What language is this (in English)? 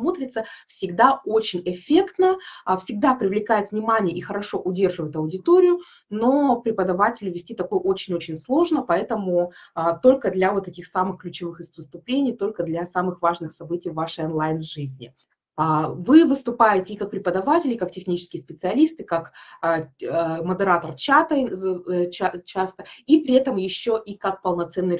Russian